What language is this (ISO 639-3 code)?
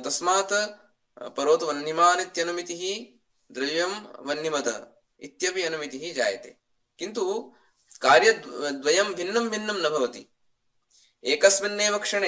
san